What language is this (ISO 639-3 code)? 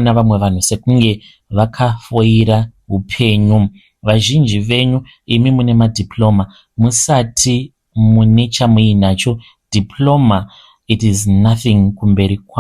sna